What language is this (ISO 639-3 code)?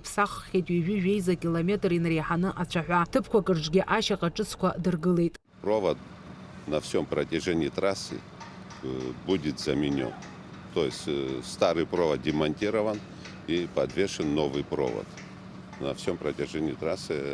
abk